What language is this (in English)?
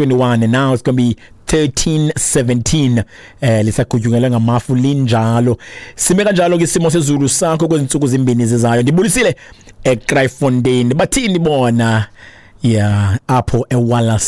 Xhosa